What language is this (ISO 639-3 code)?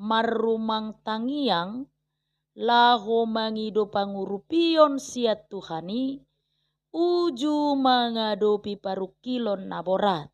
bbc